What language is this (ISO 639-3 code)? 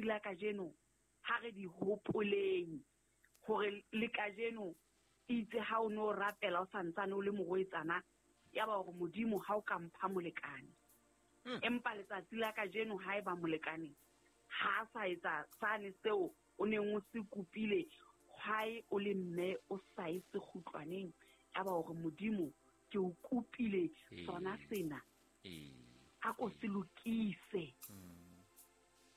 sot